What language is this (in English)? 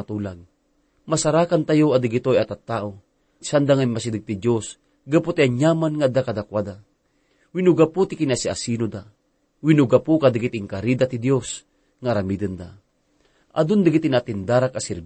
Iloko